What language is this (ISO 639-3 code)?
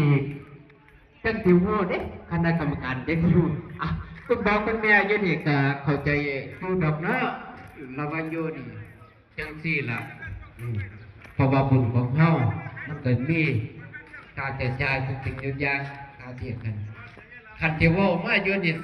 tts